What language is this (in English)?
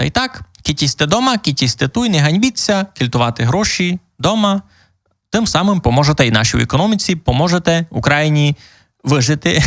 Rusyn